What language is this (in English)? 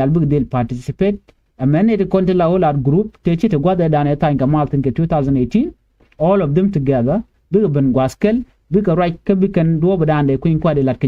Nuer